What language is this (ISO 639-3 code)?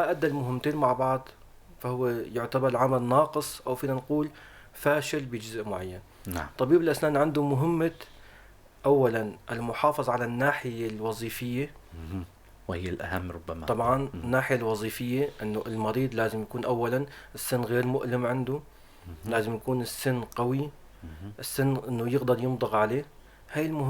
apc